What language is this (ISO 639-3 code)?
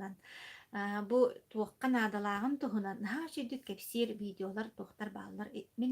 sah